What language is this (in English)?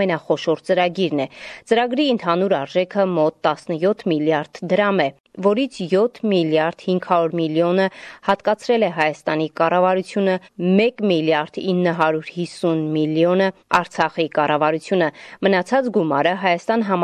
Armenian